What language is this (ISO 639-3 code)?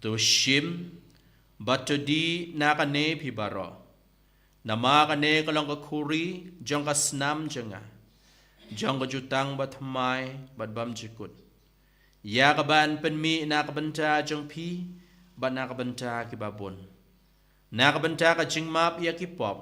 kha